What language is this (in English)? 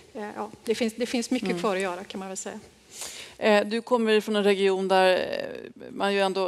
Swedish